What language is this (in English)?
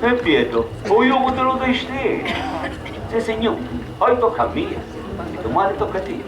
Sicilian